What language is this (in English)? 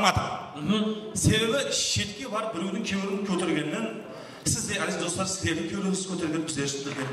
Kara-Kalpak